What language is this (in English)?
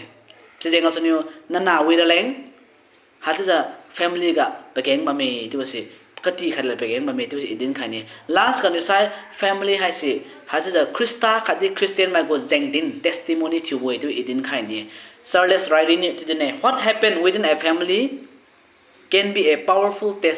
Liangmai Naga